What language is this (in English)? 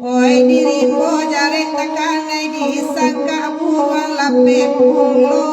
Minangkabau